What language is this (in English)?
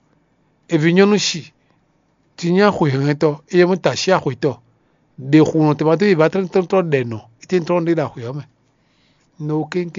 Fon